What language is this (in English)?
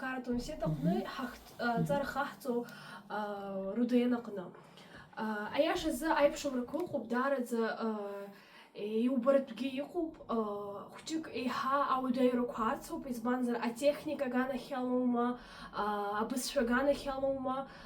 Abkhazian